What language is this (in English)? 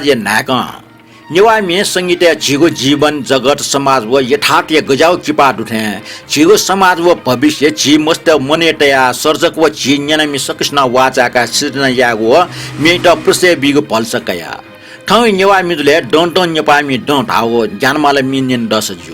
Newari